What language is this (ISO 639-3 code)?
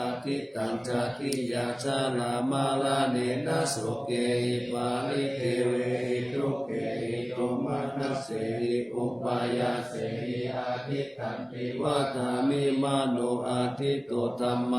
pli